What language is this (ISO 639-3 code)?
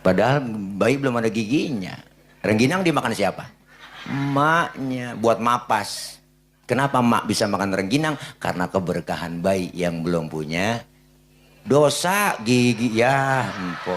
bew